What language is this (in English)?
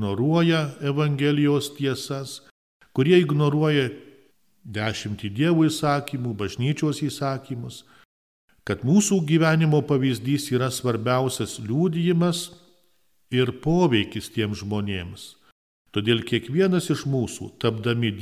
Lithuanian